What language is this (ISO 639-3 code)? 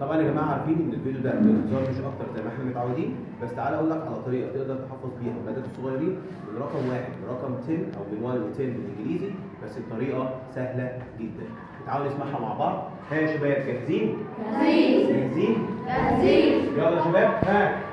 arz